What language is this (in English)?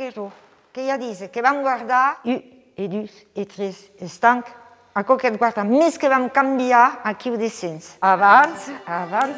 Occitan